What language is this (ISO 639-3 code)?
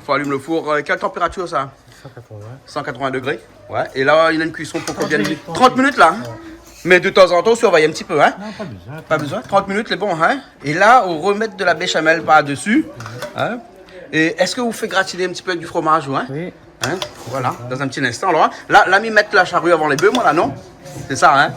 rcf